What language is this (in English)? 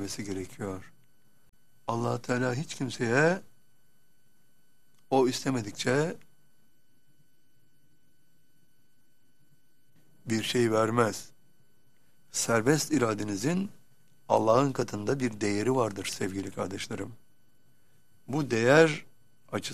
Turkish